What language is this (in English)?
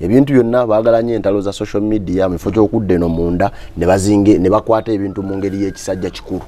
Ganda